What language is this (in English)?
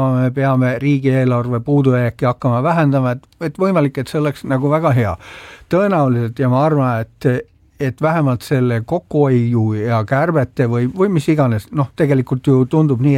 Estonian